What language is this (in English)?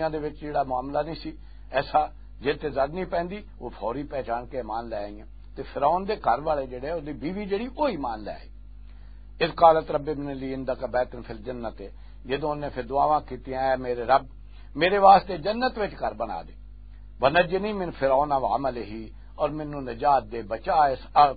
Western Panjabi